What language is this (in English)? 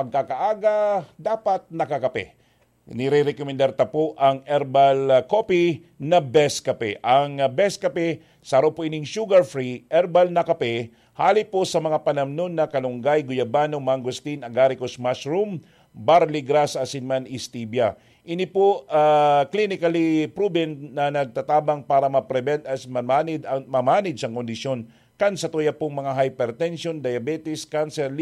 Bikol